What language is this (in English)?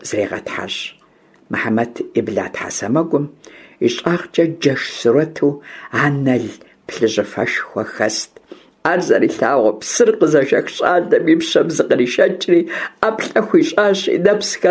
Kabardian